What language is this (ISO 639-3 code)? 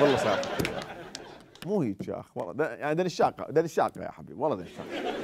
acm